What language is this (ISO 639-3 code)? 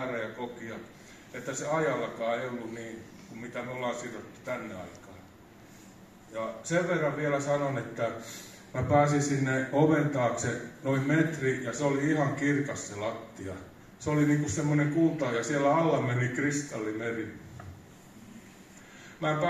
fin